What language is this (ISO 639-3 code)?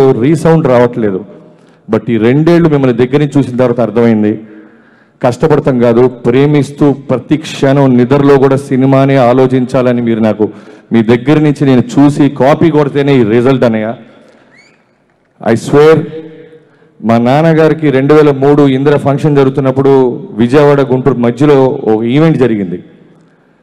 tel